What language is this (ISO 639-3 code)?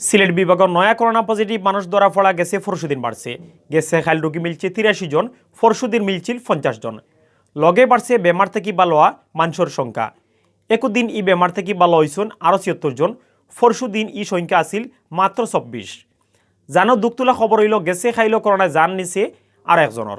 syl